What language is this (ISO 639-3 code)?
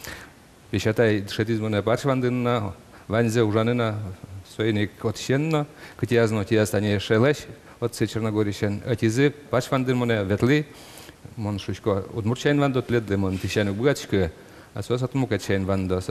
udm